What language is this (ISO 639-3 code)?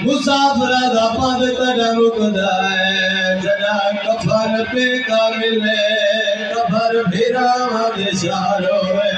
skr